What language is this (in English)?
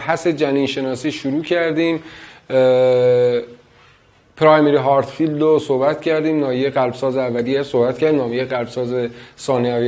Persian